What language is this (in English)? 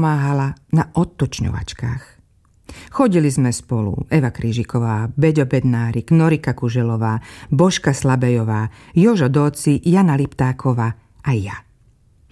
Slovak